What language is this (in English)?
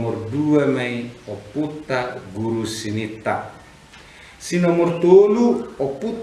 Batak Toba